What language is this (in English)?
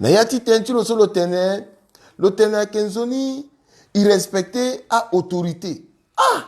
Sango